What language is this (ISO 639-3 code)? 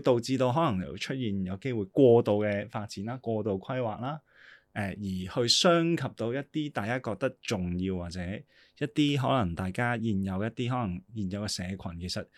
yue